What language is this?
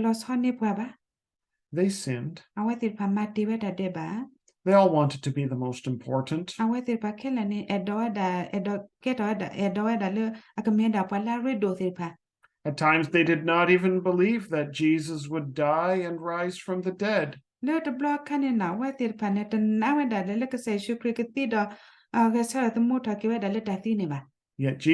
S'gaw Karen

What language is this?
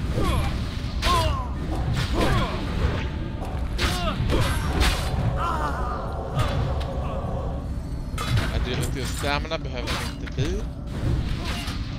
Swedish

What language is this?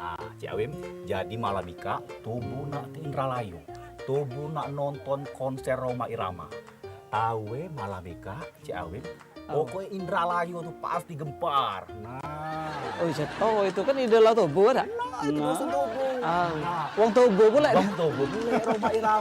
Musi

